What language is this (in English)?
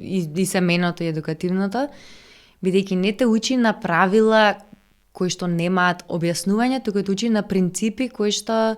Macedonian